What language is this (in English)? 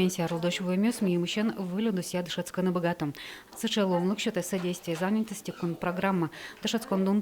Udmurt